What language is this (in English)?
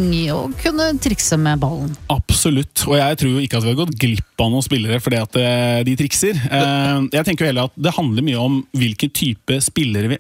Norwegian